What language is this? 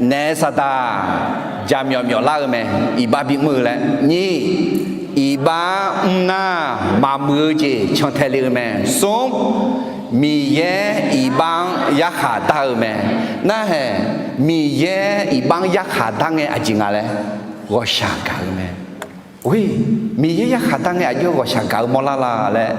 Akha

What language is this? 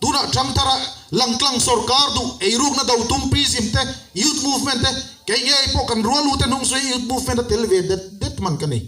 Mizo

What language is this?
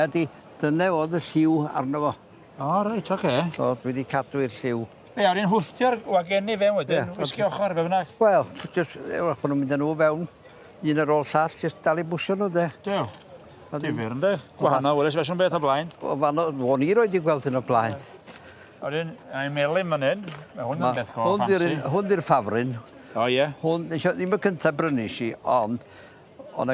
Welsh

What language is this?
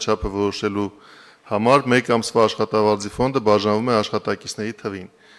Armenian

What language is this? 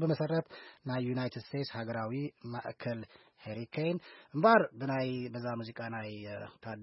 Tigrinya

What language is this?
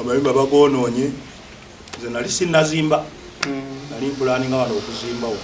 Ganda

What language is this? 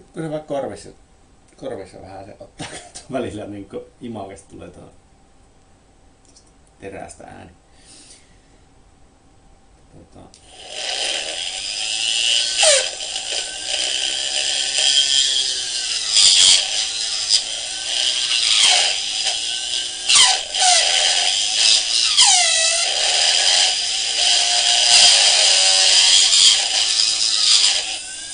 Finnish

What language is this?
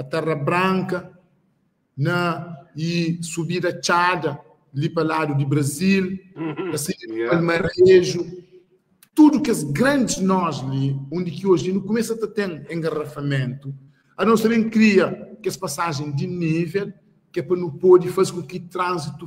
Kabuverdianu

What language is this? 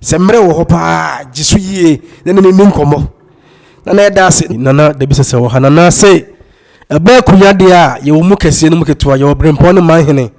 Akan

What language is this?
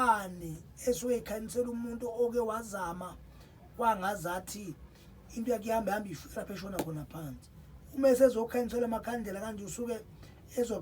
Zulu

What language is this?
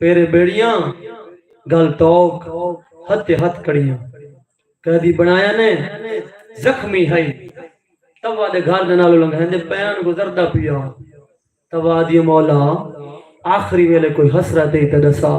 Saraiki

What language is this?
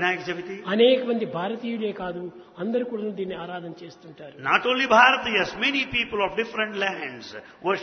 Telugu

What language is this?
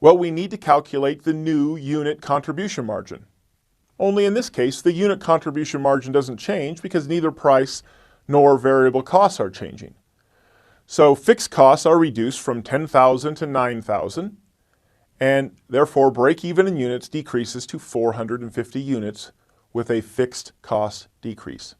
English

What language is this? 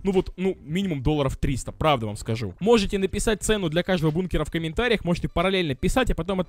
Russian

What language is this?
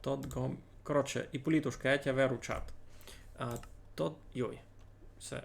Rusyn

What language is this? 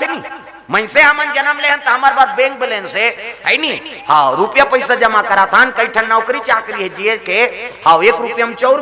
Chhattisgarhi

